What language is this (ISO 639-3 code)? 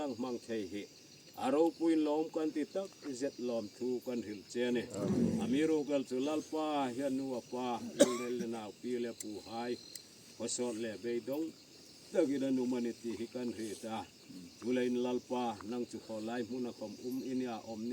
hmr